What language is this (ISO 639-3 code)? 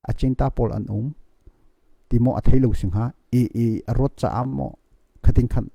cnh